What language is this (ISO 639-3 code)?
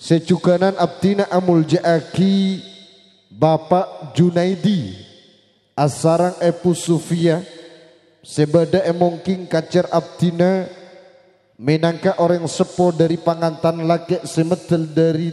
mad